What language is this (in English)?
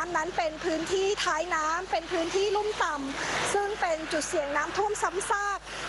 Thai